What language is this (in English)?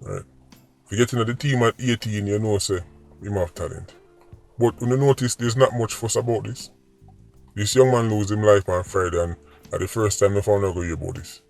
Jamaican Creole English